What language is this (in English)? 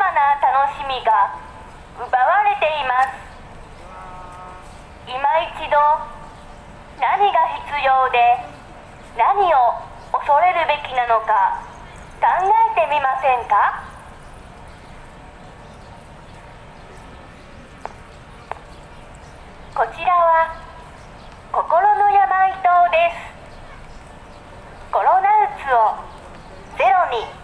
Japanese